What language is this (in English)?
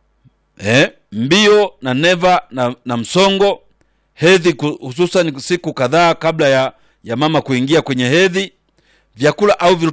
Swahili